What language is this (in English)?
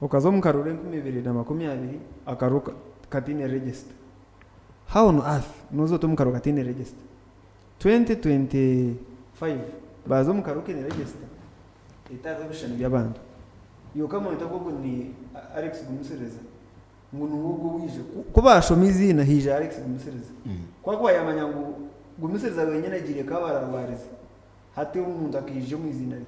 Nyankole